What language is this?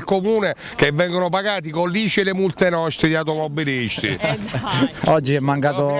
Italian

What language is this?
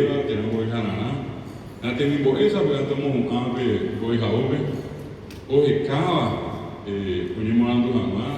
Guarani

